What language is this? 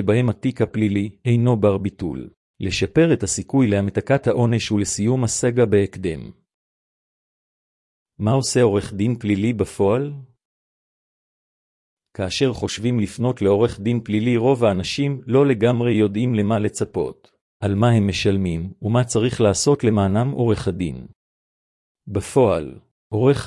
Hebrew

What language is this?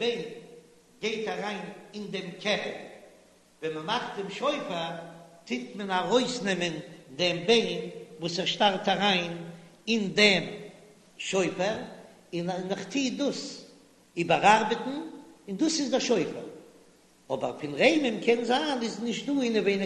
Yiddish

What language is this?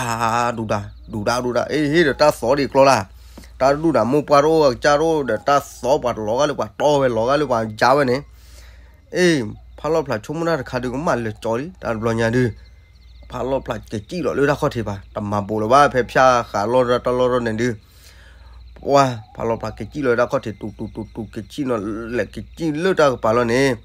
S'gaw Karen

